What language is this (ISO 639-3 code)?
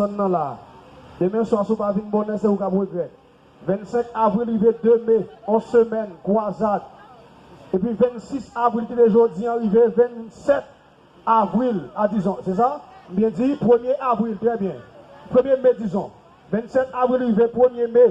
hat